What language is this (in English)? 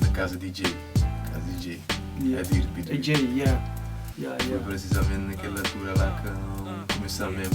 Kabuverdianu